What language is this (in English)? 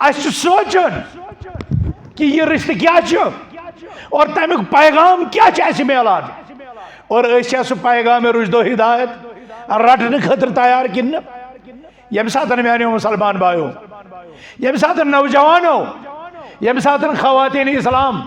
Kashmiri